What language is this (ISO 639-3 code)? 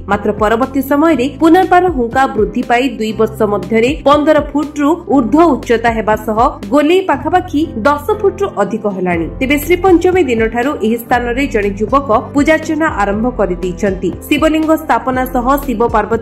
ori